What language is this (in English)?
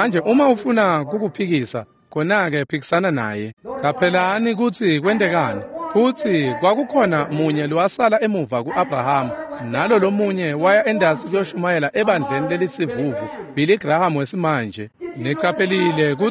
Swati